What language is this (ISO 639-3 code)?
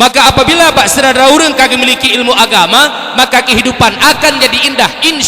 ace